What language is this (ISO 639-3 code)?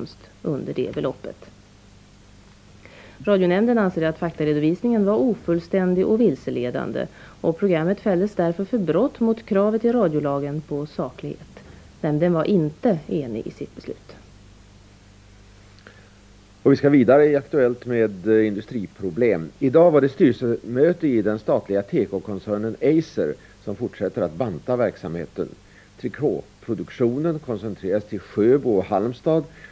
swe